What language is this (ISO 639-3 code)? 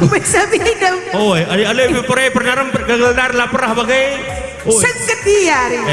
btx